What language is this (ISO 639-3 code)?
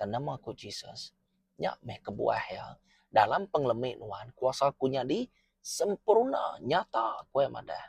iba